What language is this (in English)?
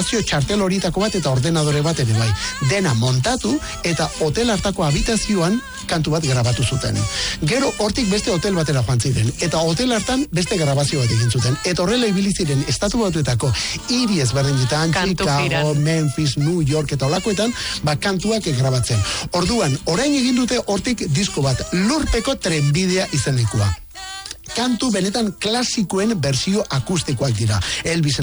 Basque